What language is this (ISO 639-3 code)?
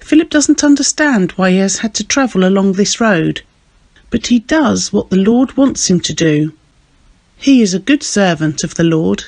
eng